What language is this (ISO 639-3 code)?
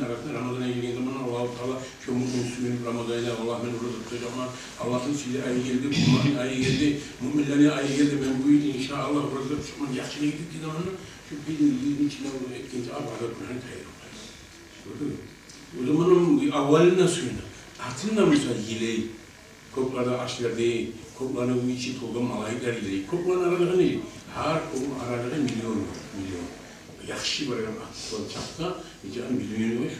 kum